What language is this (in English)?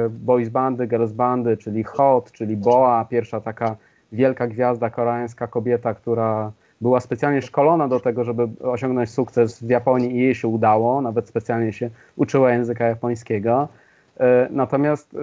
Polish